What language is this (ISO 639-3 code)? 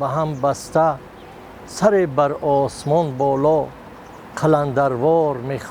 tgk